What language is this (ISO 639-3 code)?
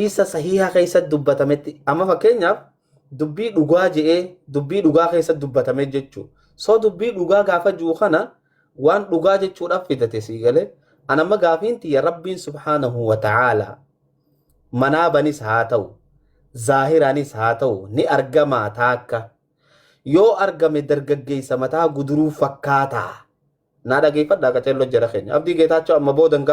orm